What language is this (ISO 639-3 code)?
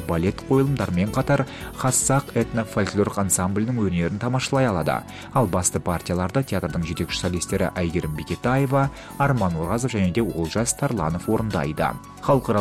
kaz